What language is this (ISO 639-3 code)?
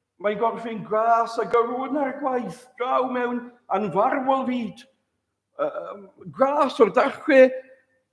cym